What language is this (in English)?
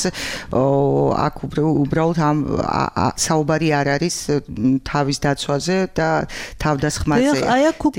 Georgian